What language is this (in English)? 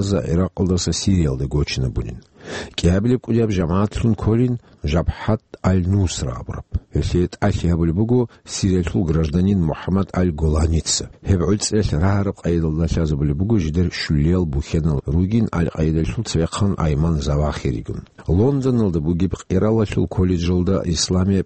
Avaric